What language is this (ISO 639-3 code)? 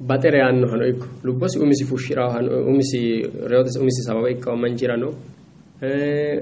sid